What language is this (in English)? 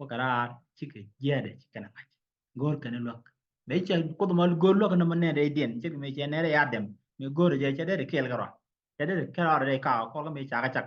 Nuer